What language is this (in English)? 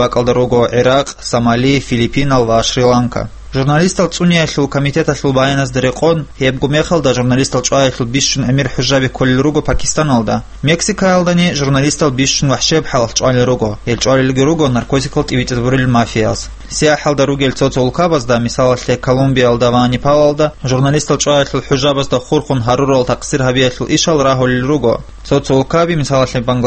Avaric